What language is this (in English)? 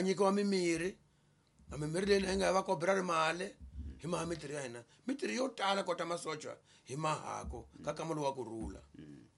Tsonga